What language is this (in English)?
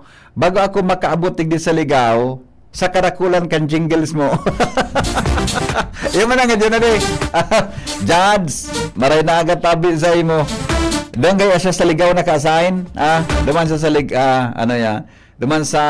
Bikol